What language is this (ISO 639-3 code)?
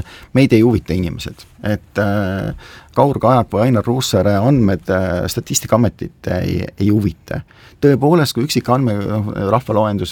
est